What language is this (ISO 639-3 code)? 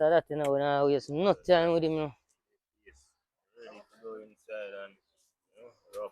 jam